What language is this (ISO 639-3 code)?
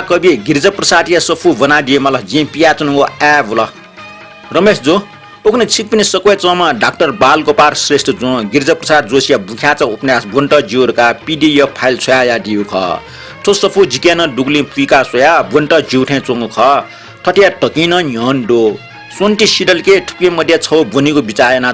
new